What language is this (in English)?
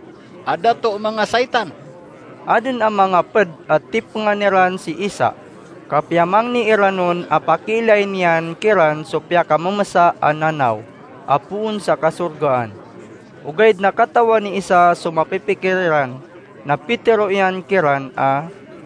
Maranao